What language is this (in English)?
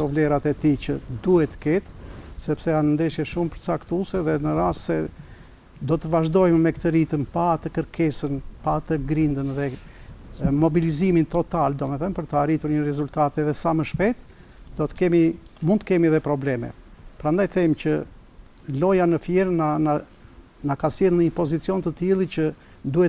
Albanian